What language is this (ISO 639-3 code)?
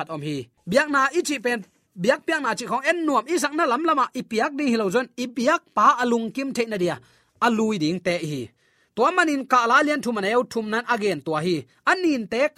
ctd